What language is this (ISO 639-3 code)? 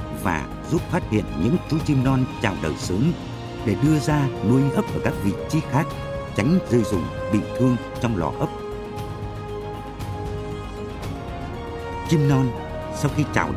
vie